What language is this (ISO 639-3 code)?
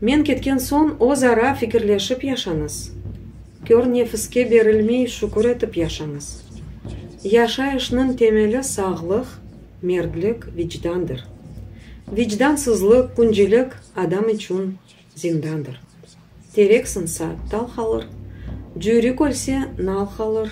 crh